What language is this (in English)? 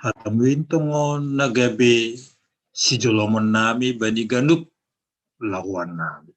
Batak Simalungun